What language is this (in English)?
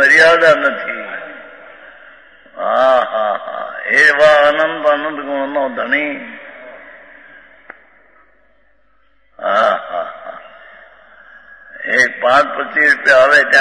Gujarati